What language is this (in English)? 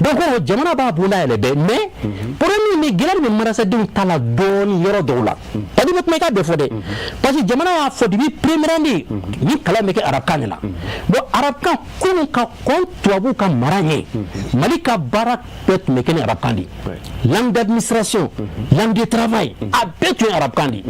Bambara